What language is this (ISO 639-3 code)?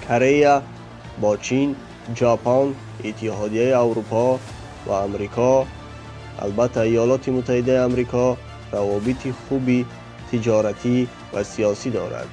tgk